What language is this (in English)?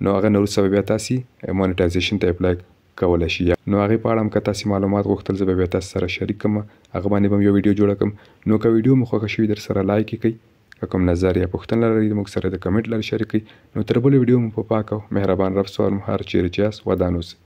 Pashto